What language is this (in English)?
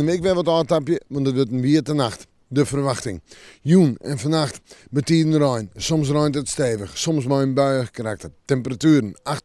Western Frisian